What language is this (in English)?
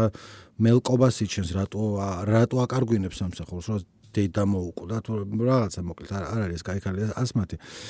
Georgian